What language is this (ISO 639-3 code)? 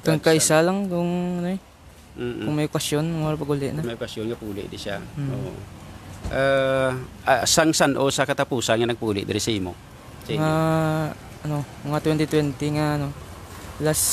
hil